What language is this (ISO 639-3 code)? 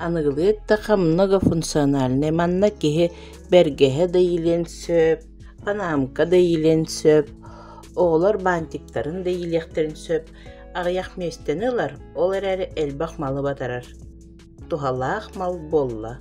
sah